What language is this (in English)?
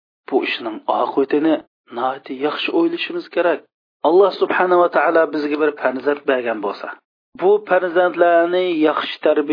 Uyghur